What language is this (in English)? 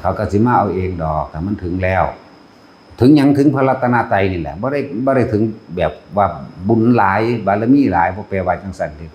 Northeastern Thai